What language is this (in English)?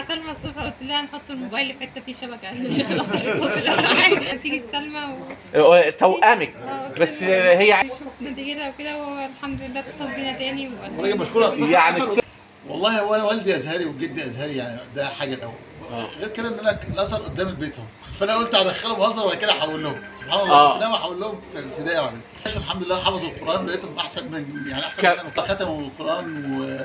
Egyptian Arabic